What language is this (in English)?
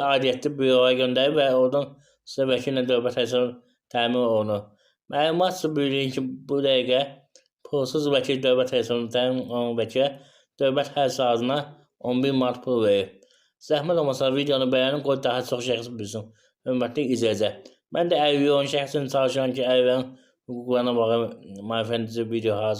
Azerbaijani